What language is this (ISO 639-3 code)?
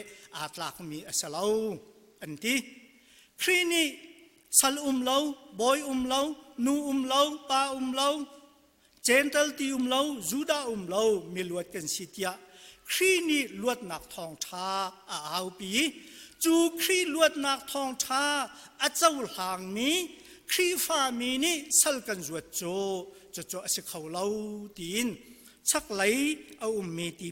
cnh